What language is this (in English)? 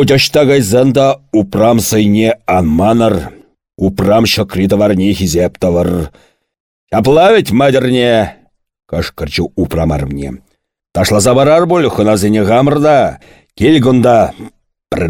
Chuvash